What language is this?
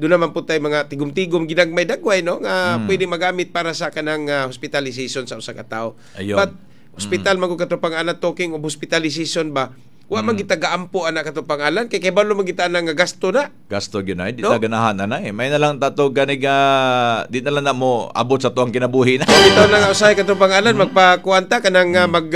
Cebuano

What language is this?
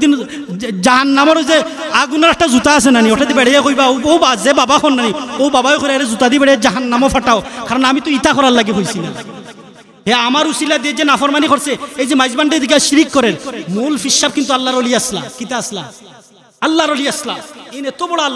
Sylheti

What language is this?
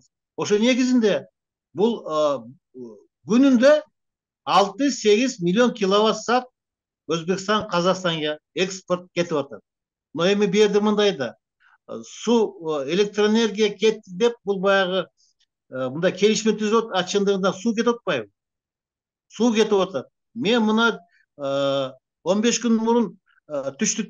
Kyrgyz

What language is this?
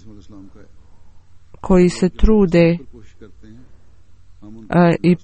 Bosnian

